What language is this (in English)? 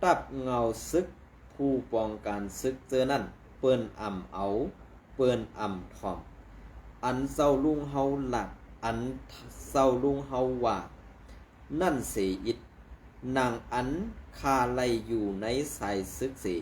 Shan